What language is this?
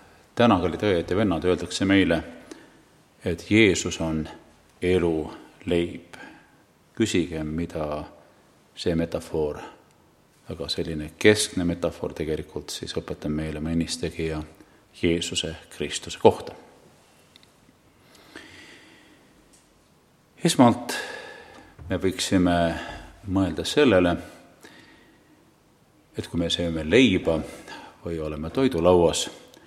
Estonian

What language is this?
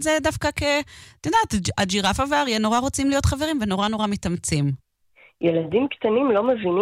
Hebrew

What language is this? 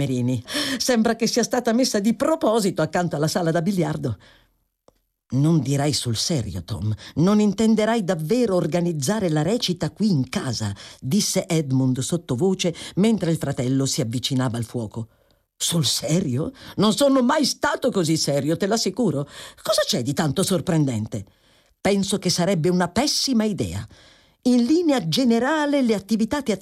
Italian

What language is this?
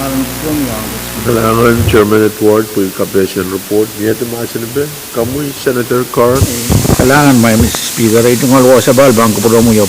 Pohnpeian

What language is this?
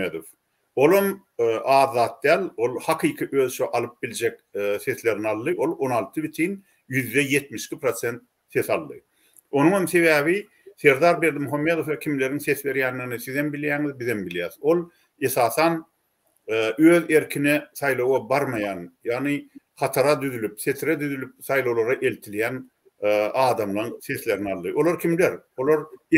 Turkmen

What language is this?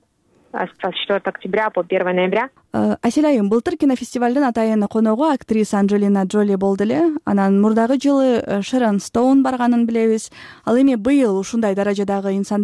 Kyrgyz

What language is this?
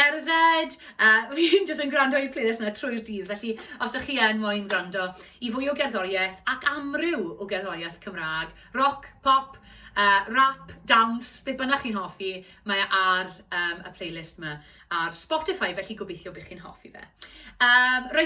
Welsh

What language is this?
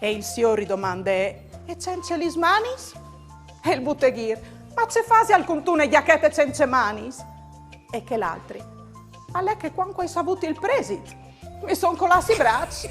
Friulian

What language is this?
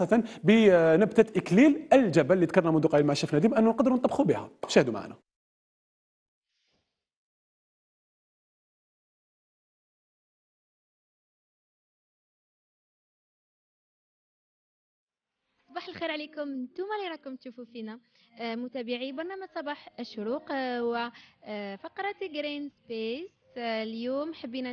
Algerian Arabic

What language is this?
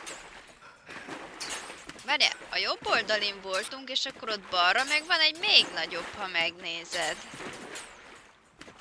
Hungarian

